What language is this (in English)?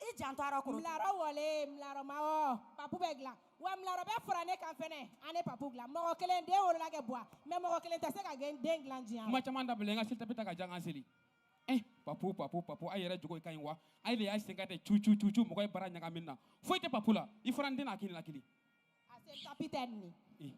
Bambara